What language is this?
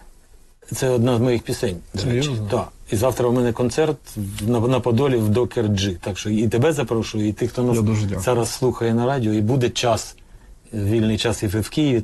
Ukrainian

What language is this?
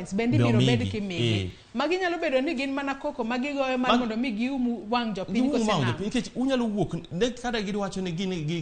Luo (Kenya and Tanzania)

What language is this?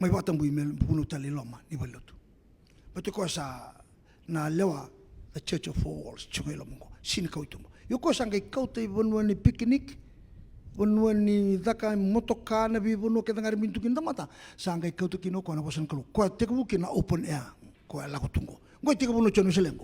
Fijian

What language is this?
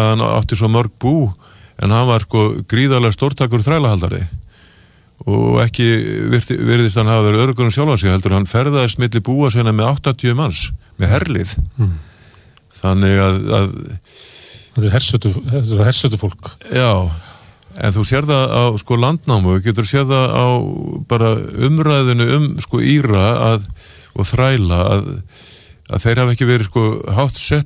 Icelandic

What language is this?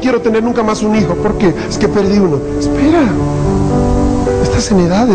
Spanish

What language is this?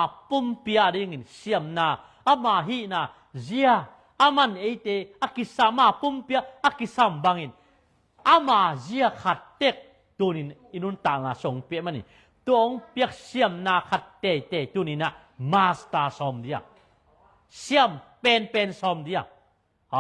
Tedim Chin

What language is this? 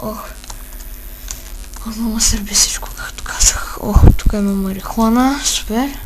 Bulgarian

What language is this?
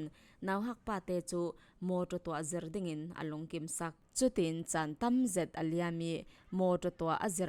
Falam Chin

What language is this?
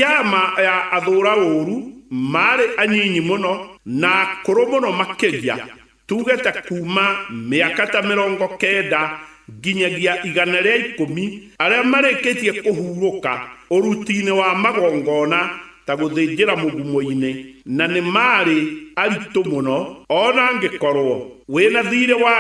Kikuyu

